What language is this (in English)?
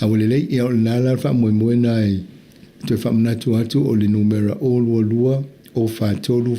Samoan